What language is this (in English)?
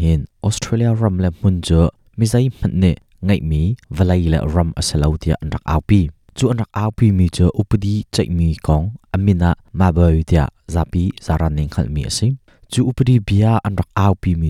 Hakha Chin